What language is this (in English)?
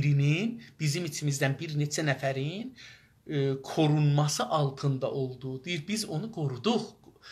South Azerbaijani